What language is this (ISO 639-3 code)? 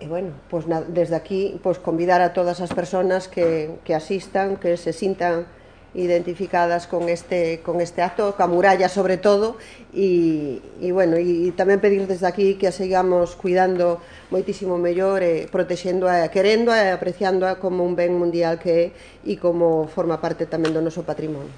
glg